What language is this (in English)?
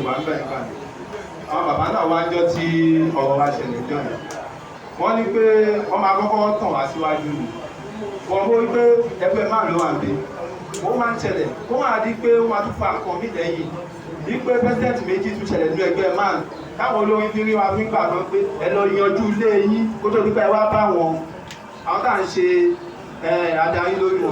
Yoruba